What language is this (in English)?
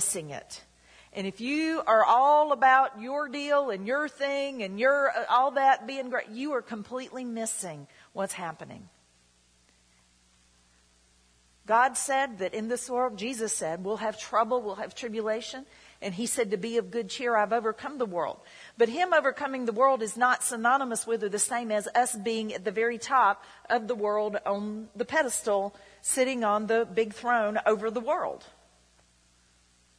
English